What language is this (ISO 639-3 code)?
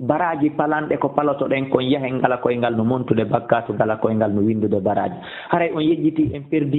ful